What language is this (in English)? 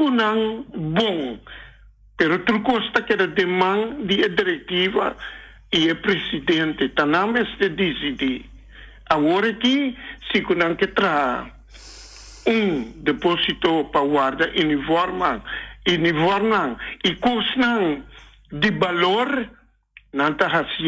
Papiamento